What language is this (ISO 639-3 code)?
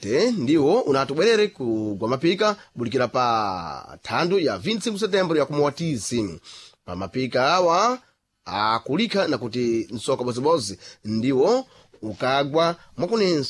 seh